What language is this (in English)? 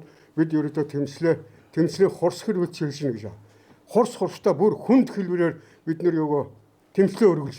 Mongolian